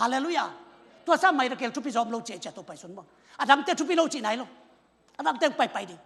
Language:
Tedim Chin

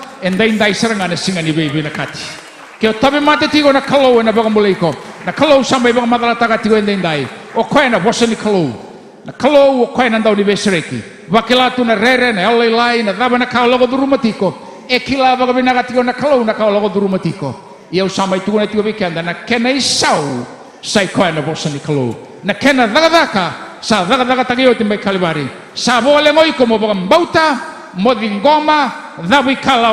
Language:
Fijian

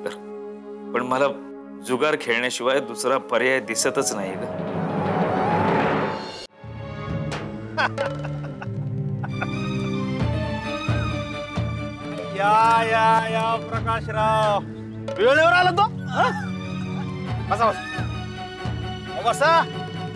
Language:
Marathi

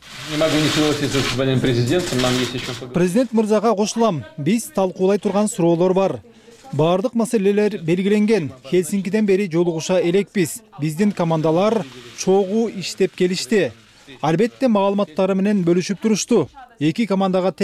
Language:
Kyrgyz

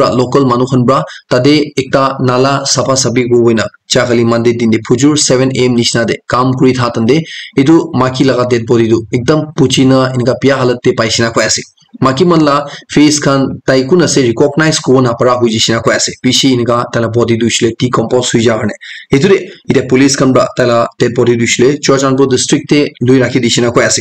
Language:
Naga Pidgin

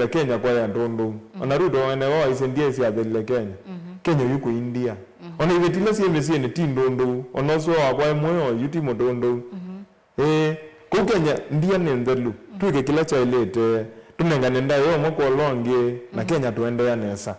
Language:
Kamba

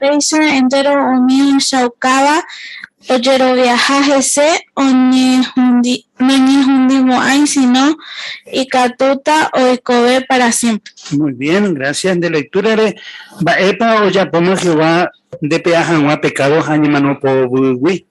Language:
Guarani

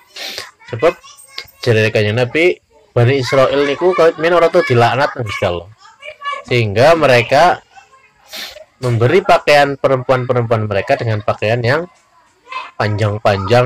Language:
Javanese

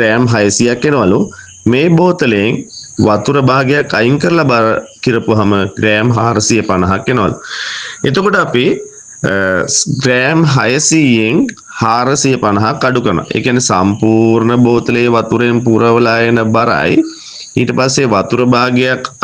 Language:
Sinhala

